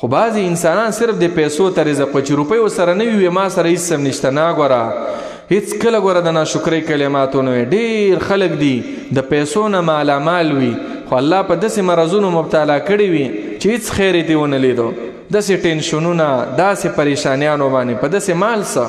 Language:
Pashto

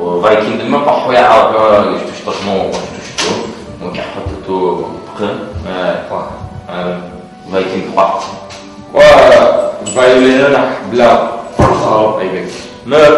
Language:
Adyghe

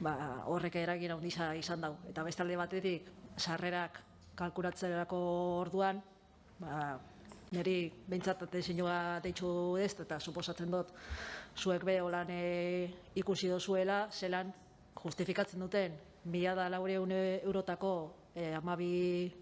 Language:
Basque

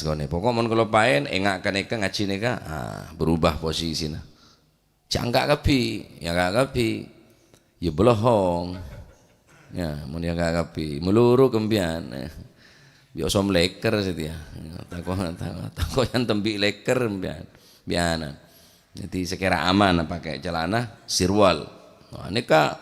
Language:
Madurese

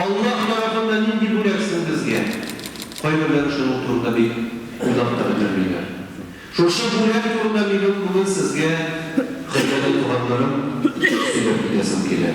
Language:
Tatar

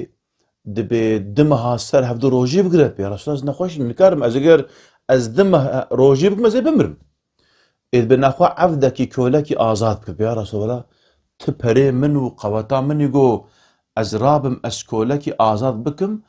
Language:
Kurdish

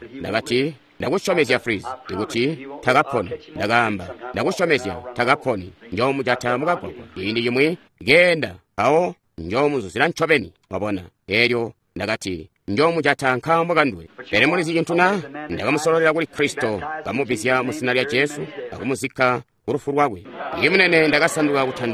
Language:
Tonga (Zambia)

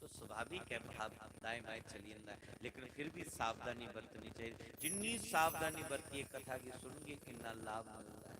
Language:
Dogri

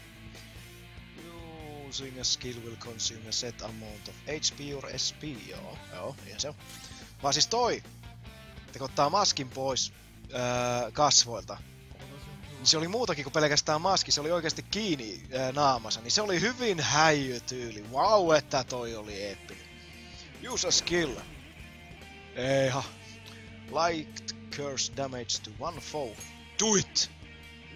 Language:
Finnish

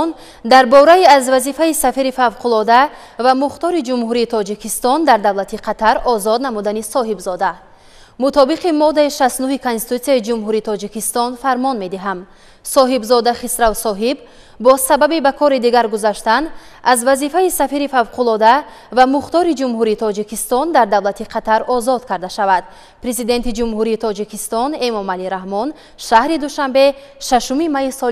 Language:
Tajik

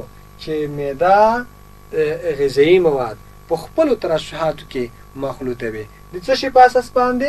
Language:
Pashto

